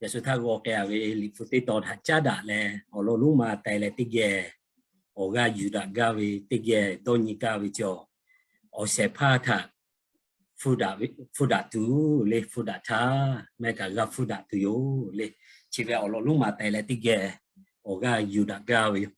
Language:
Lahu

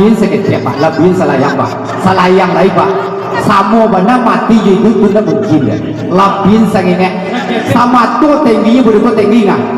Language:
Minangkabau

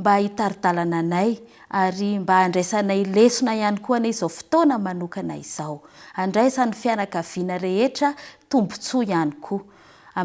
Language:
Malagasy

